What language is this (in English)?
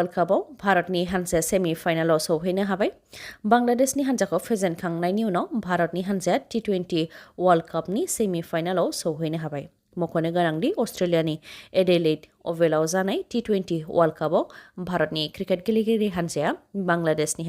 Bodo